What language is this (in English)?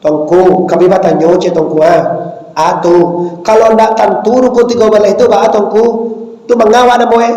Minangkabau